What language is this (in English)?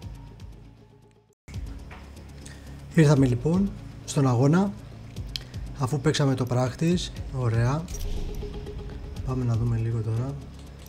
Greek